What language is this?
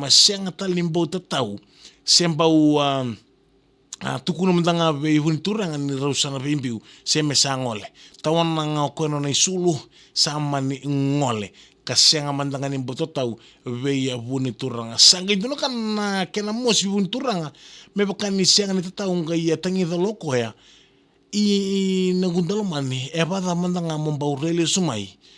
Fijian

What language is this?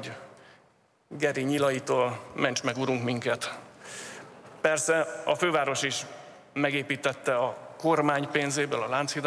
Hungarian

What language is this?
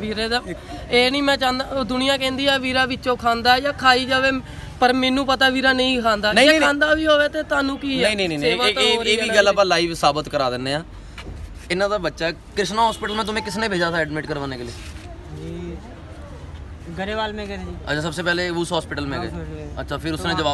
Punjabi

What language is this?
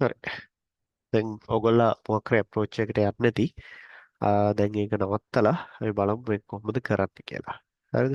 Sinhala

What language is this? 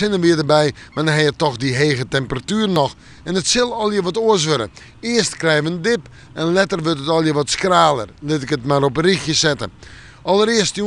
Western Frisian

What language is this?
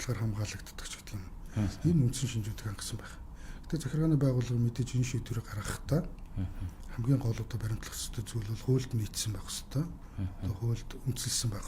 Mongolian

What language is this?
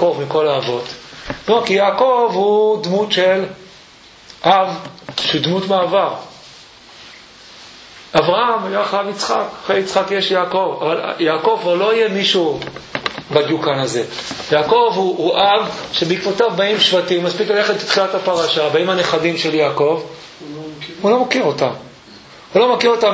Hebrew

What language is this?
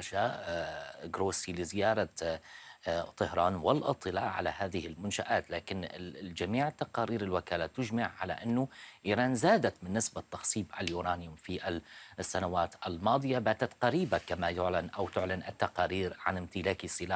Arabic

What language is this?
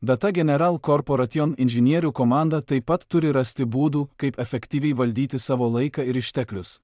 Lithuanian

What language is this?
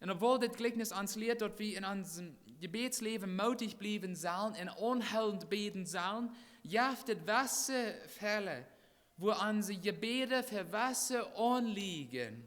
Plautdietsch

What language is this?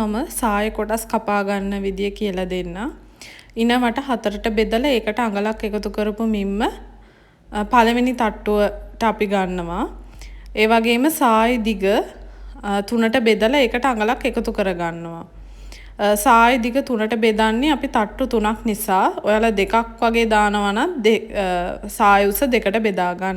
Sinhala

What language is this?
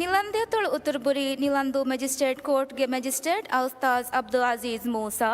Divehi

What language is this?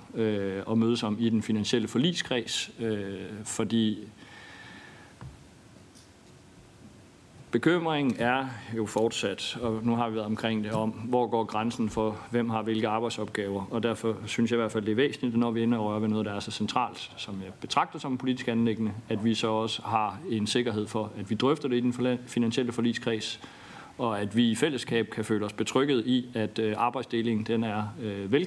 Danish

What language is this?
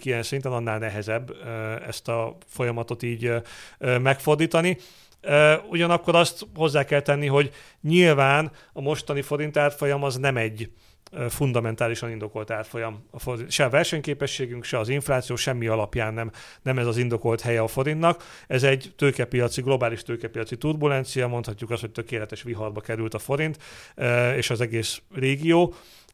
Hungarian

